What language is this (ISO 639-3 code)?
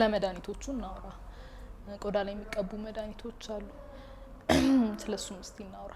amh